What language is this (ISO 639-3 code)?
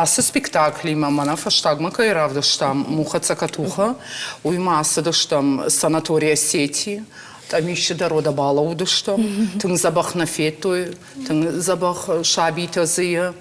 oss